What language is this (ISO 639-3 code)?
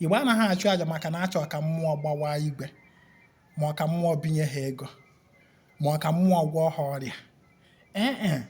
ibo